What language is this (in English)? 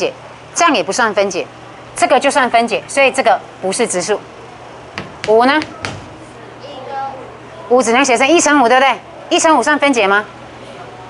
Chinese